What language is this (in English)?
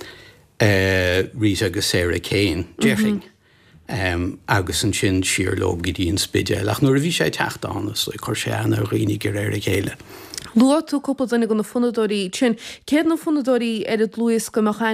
Irish